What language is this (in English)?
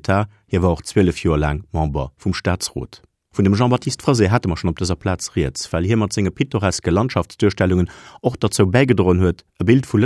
Luxembourgish